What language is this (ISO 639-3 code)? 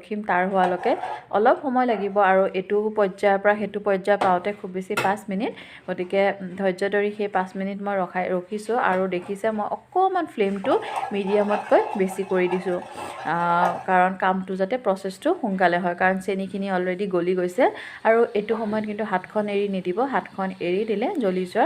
asm